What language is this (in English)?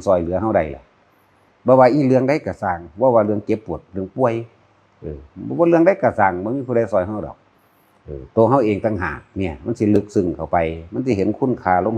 Northeastern Thai